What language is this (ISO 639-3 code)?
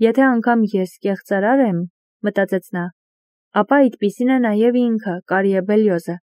hye